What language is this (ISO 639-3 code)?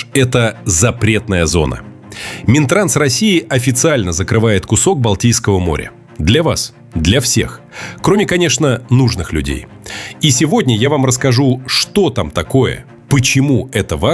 rus